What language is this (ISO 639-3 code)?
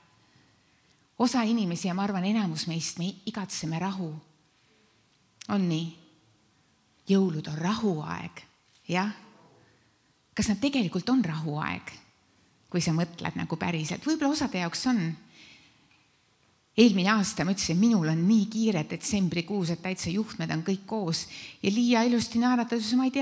est